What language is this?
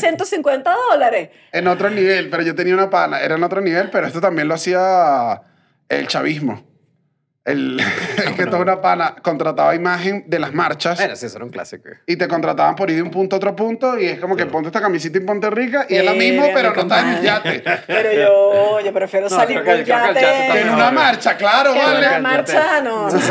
Spanish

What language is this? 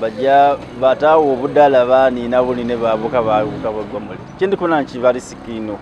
Soga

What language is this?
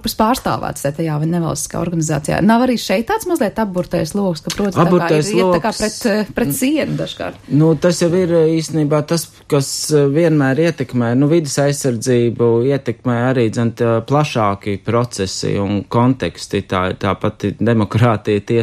Latvian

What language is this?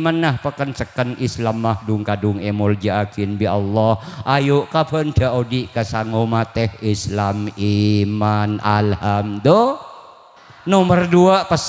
Madurese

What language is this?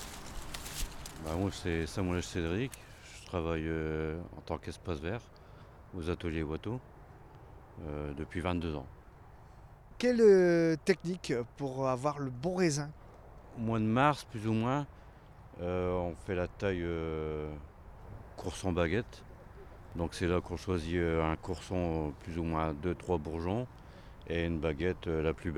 French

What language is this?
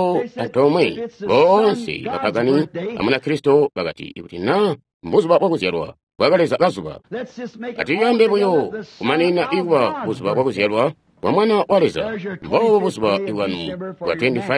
Tonga (Zambia)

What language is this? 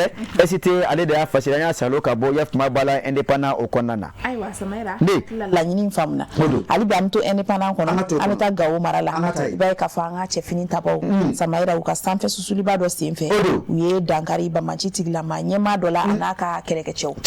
Bambara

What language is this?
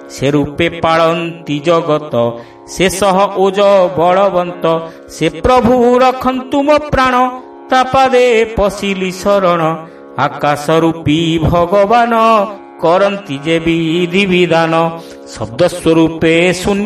Odia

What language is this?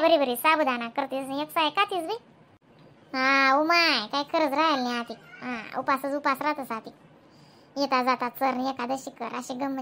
Khandesi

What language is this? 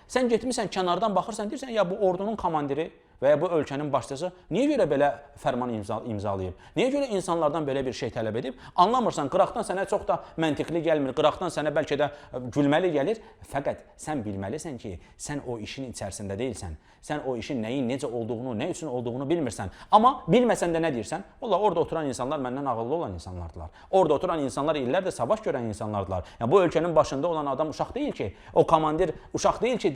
Azerbaijani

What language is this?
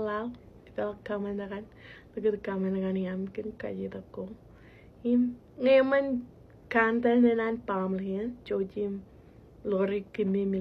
Marshallese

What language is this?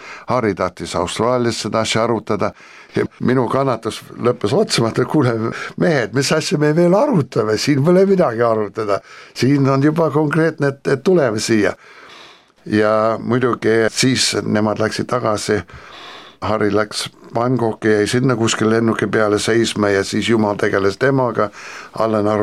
Estonian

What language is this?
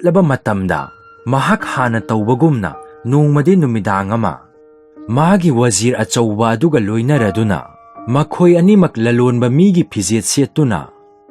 Manipuri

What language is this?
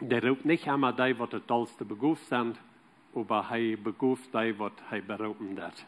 Plautdietsch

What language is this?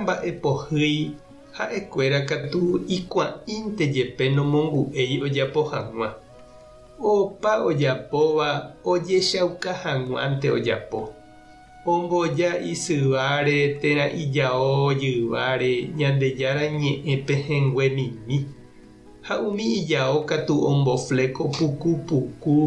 Guarani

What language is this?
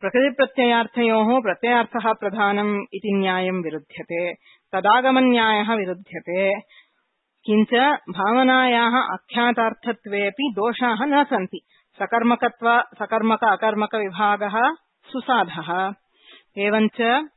Sanskrit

